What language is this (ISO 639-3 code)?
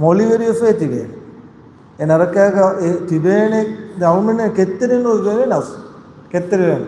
div